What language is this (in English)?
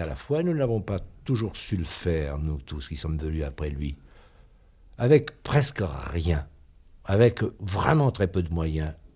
French